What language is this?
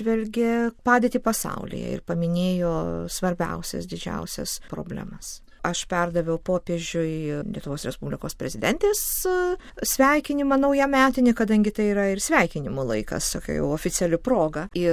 Lithuanian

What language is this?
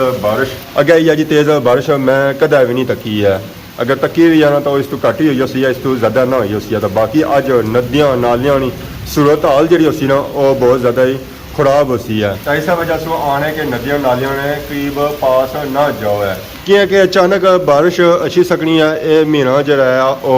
Pahari-Potwari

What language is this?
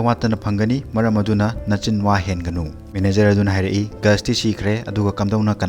Manipuri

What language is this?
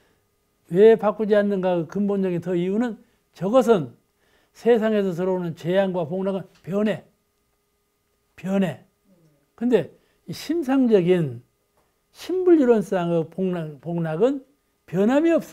Korean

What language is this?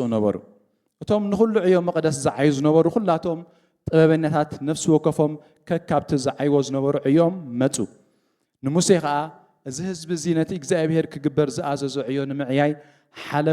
Tigrinya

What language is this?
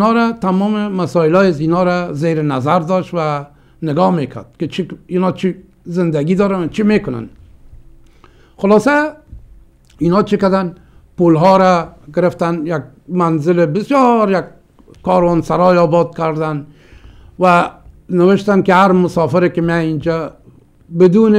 Persian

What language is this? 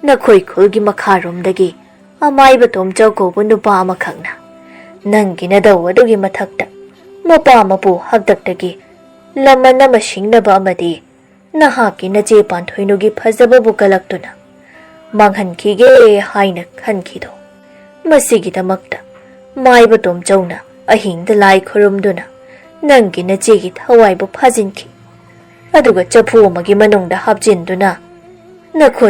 Manipuri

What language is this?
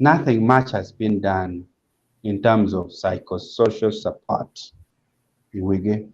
Acoli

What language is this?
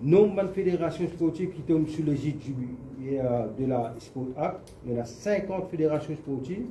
Morisyen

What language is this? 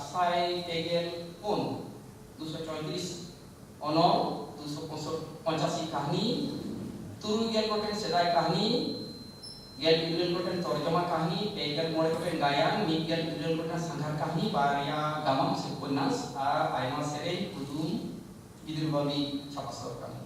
Santali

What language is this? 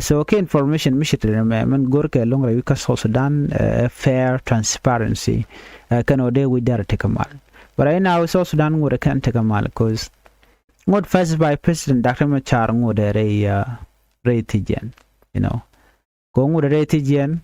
Nuer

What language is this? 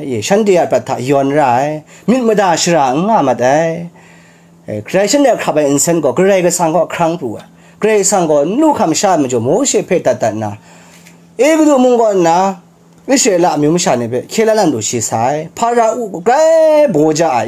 Kachin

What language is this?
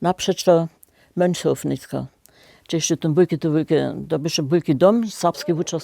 Upper Sorbian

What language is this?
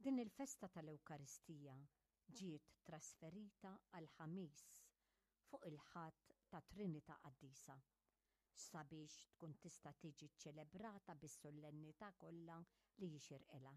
Maltese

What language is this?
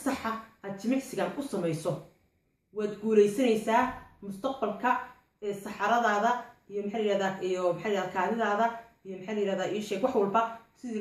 Somali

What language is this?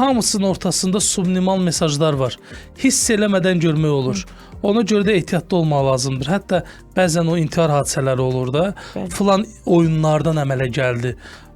Azerbaijani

